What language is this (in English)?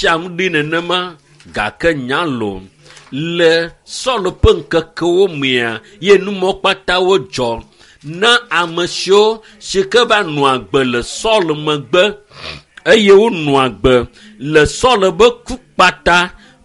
Ewe